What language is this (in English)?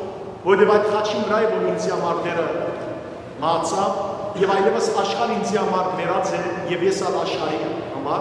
Western Armenian